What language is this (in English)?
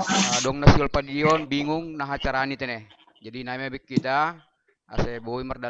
Batak Simalungun